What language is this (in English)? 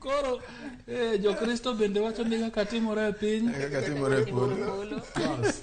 Luo (Kenya and Tanzania)